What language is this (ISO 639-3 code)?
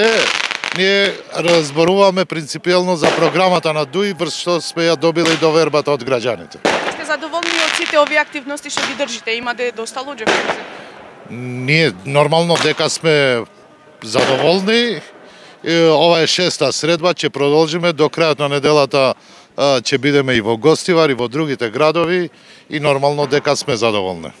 mkd